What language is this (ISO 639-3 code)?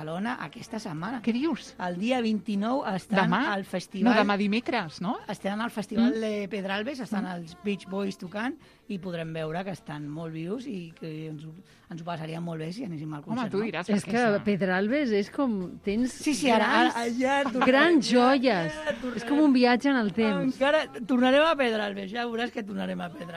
cat